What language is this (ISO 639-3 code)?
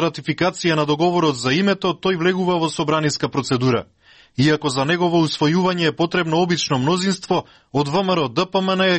mkd